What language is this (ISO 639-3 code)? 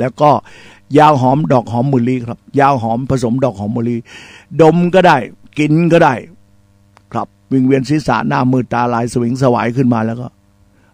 tha